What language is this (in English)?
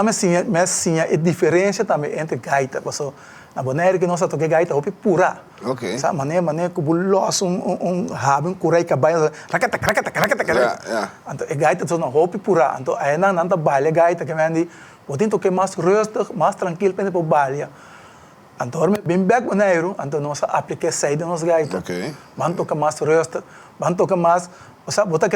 Papiamento